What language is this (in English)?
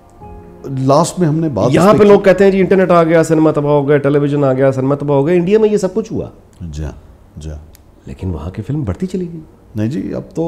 Urdu